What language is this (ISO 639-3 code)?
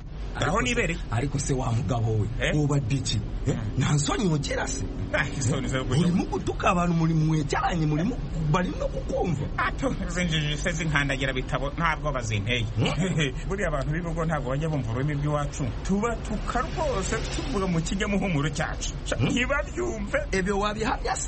kin